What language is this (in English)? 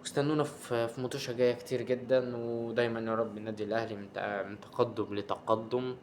Egyptian Arabic